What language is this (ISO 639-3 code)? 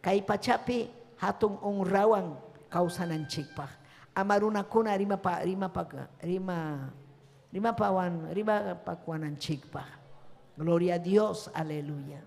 quy